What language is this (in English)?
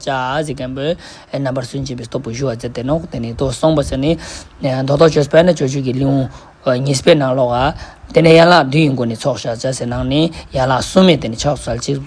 Tibetan